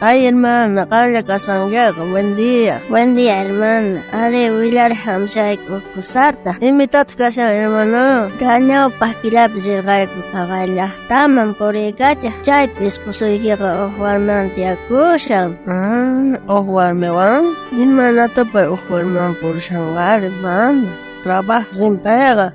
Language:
South Bolivian Quechua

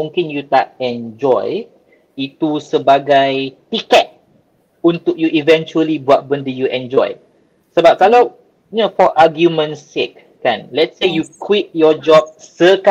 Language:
Malay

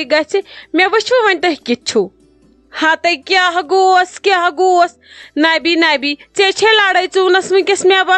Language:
Kashmiri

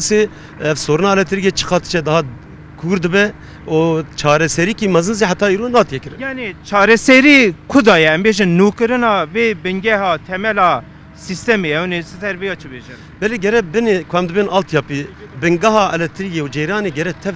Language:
Kurdish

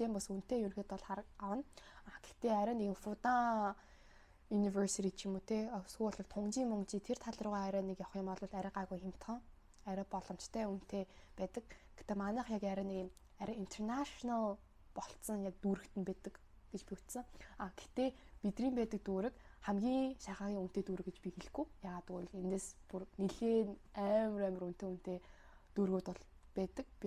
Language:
Mongolian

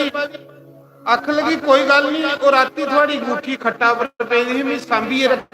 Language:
Dogri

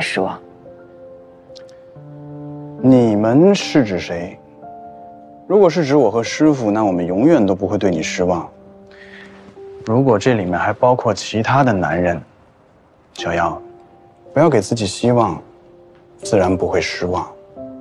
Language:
Chinese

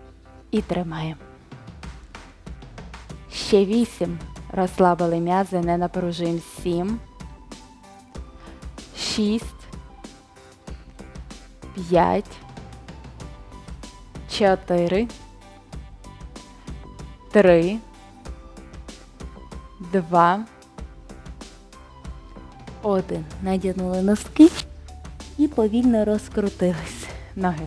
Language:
Ukrainian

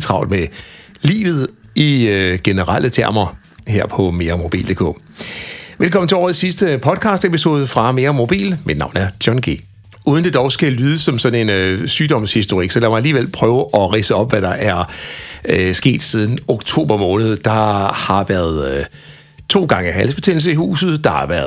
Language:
Danish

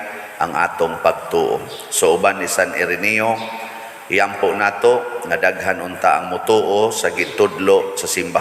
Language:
Cebuano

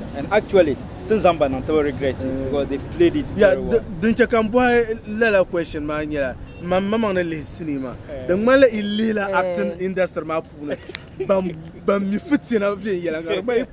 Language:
Dagbani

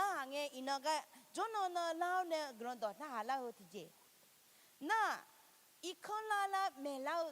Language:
Akha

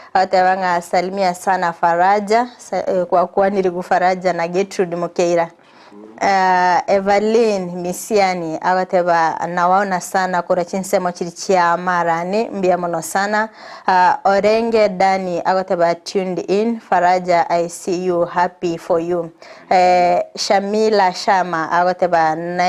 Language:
Gusii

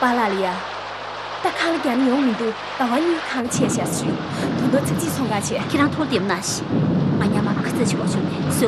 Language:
Tibetan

